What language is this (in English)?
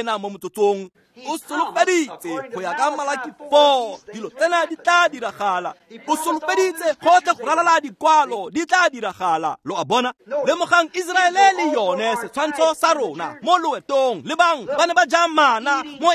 Tswana